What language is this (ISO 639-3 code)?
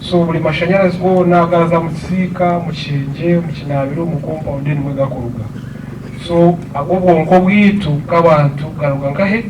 nyn